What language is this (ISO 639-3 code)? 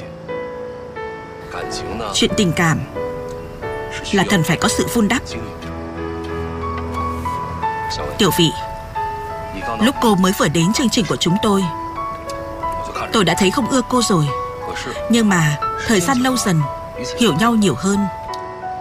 vie